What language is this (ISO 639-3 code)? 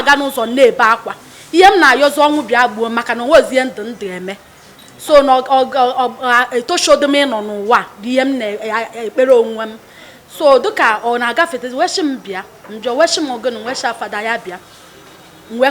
ibo